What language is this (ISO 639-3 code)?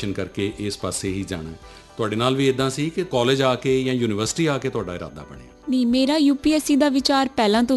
pan